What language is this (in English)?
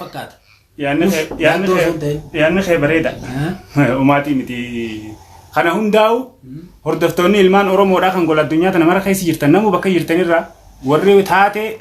Oromo